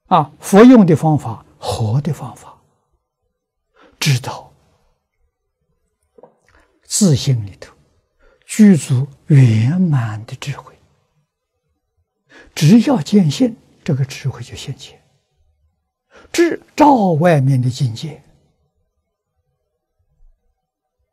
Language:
Chinese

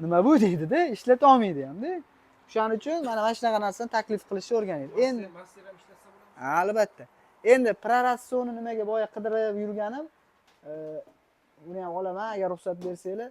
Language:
Uzbek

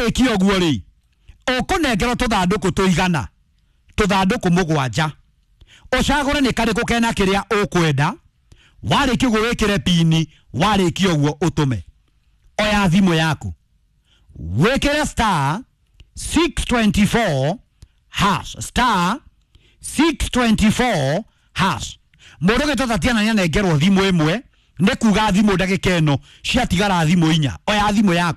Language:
Kikuyu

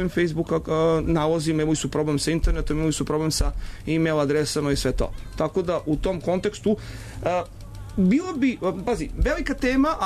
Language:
Serbian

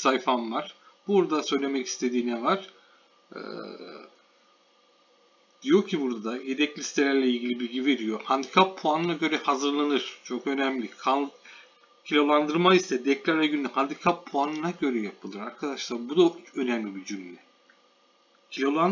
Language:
Turkish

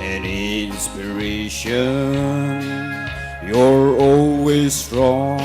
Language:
Tangkhul Naga (India)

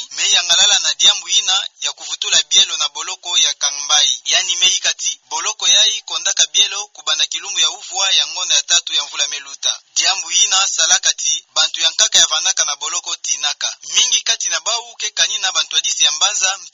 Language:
Kituba (Democratic Republic of Congo)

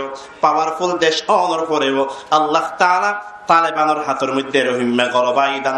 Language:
Rohingya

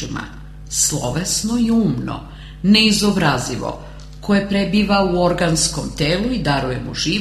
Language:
Serbian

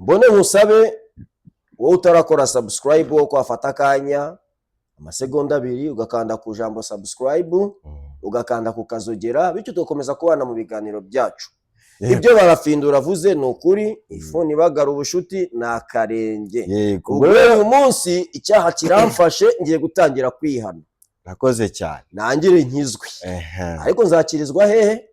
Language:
Kinyarwanda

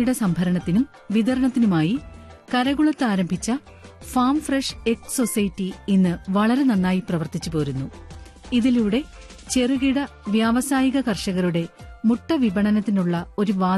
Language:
Malayalam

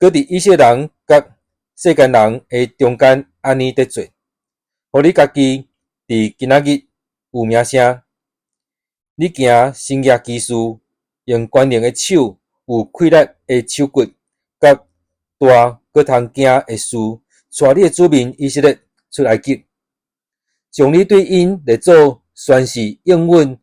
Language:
Min Nan Chinese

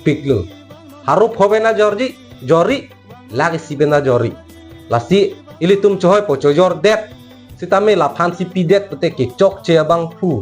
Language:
Karbi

